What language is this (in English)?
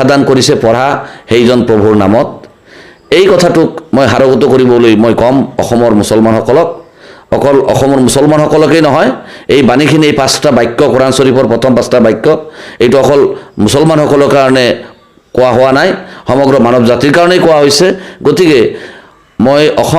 Assamese